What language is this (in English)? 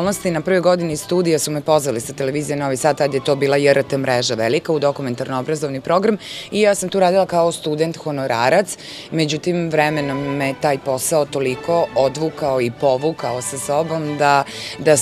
Serbian